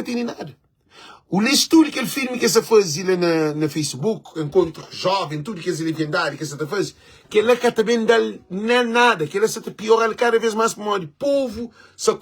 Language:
Kabuverdianu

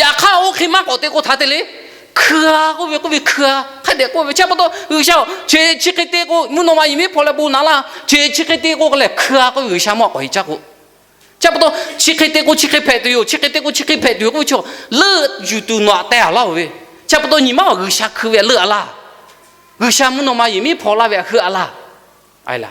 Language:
Lahu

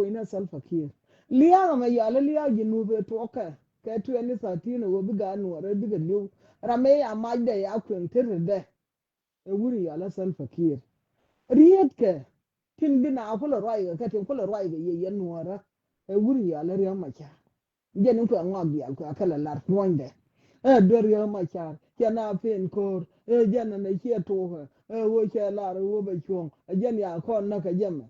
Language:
Nuer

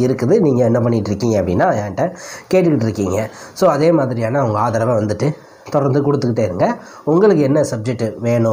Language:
Tamil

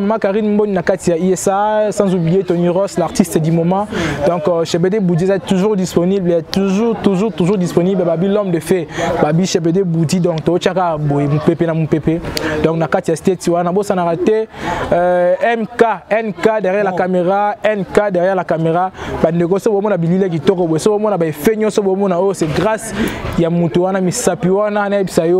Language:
Lingala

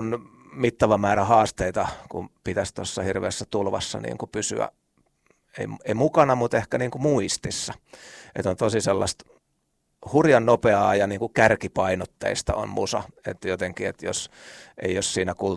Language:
Finnish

